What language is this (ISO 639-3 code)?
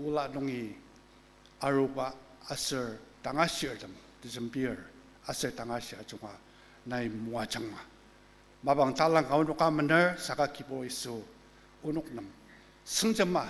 njo